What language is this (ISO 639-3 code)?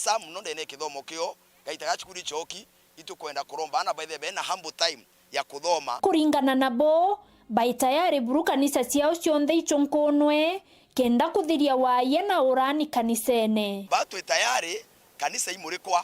mer